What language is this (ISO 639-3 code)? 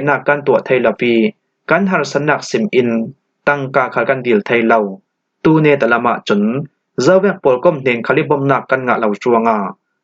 cfm